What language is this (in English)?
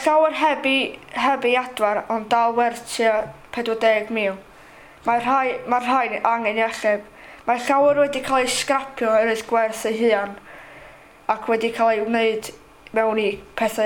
Welsh